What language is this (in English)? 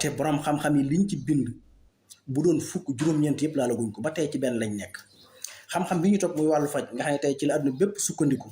Wolof